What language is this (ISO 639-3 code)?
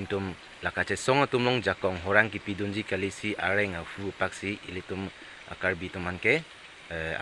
mjw